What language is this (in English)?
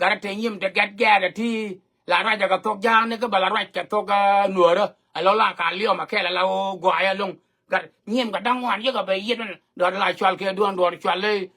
Nuer